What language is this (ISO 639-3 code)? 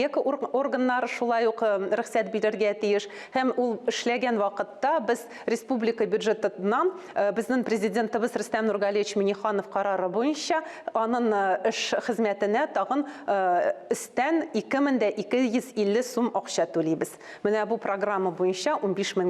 tat